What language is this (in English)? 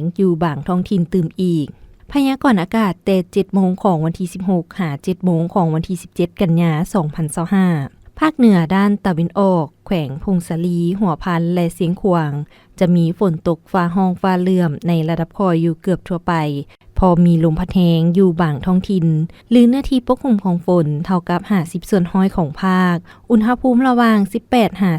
Lao